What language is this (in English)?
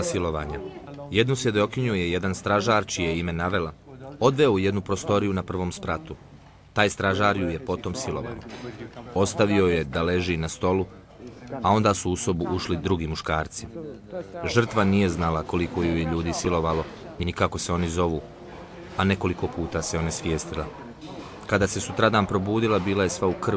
Bosnian